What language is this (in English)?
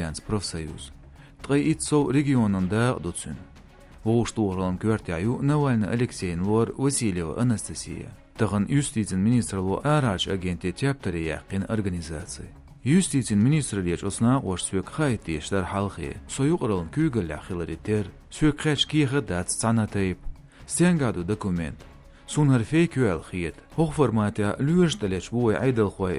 Chechen